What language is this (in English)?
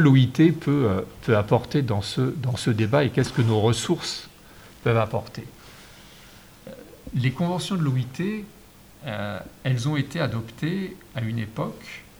French